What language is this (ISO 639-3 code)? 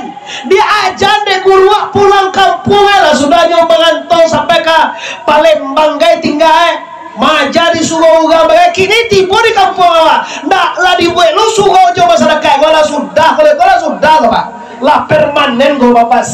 min